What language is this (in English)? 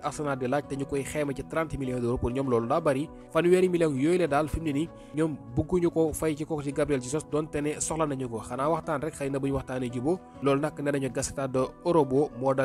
Wolof